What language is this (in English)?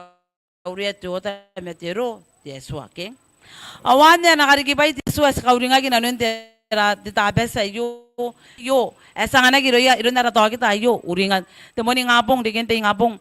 Gilbertese